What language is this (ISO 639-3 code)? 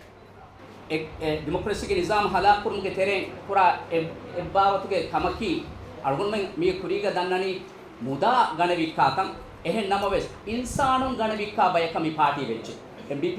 div